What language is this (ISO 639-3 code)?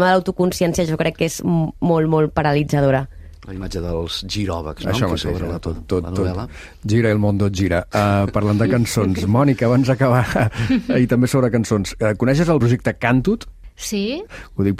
cat